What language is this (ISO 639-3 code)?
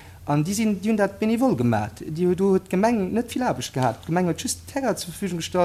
ltz